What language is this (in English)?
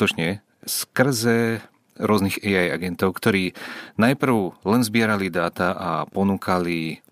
Slovak